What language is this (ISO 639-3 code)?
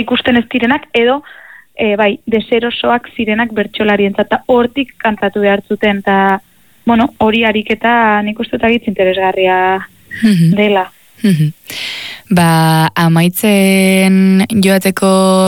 eus